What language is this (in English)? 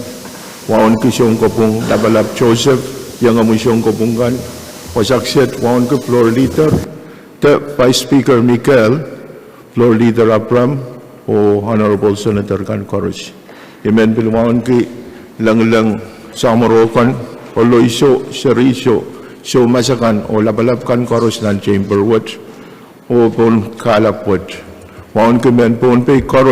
Pohnpeian